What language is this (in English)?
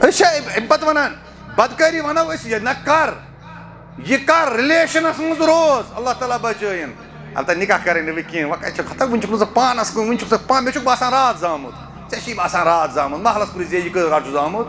Kashmiri